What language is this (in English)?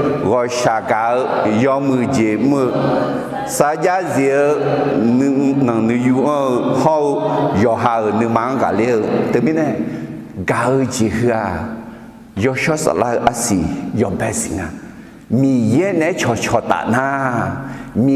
Akha